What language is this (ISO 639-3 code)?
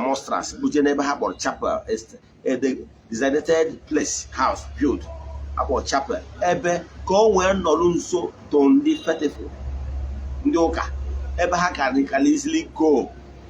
ibo